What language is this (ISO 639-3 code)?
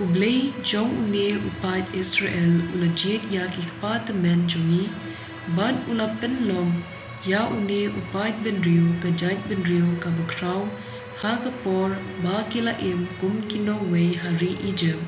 kha